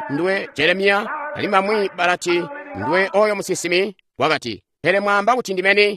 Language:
Tonga (Zambia)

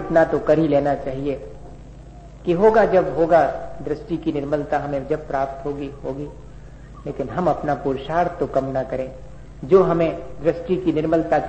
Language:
Hindi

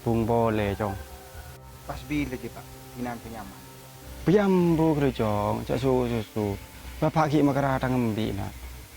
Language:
Madurese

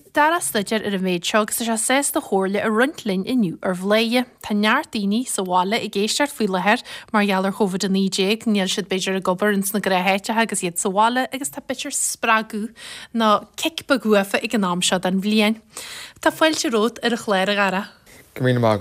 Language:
Irish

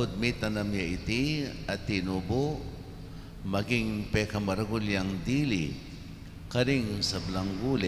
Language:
Pampanga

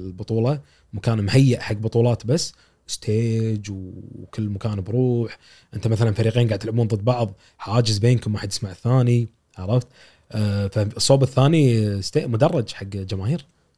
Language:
Gulf Arabic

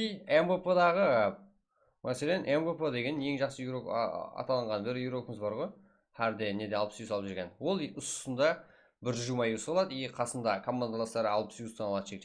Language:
Kara-Kalpak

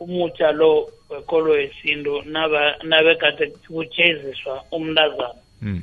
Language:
South Ndebele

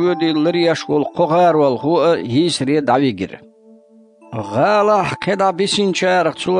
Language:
Chechen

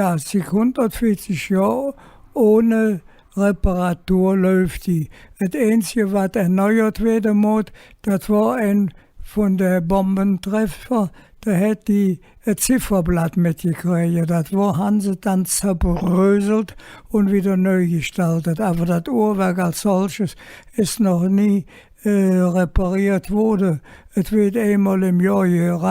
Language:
Colognian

